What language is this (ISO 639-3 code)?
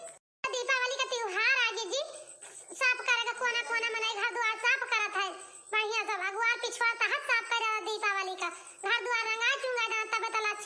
awa